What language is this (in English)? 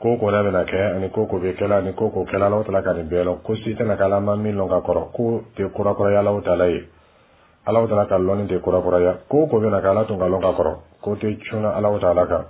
Dyula